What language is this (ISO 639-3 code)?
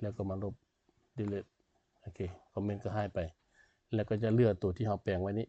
lao